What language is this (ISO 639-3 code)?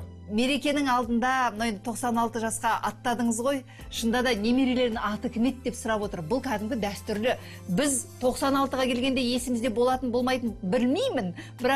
kaz